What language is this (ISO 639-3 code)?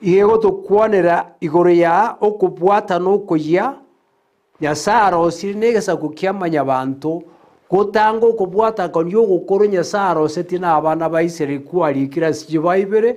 guz